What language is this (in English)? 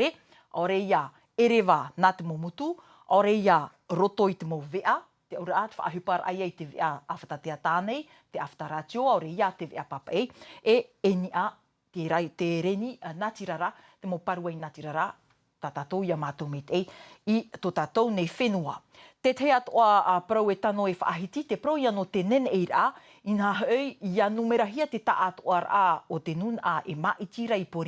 Tahitian